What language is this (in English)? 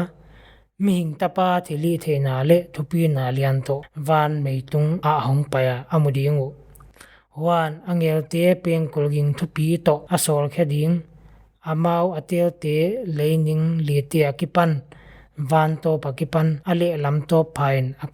Paite Chin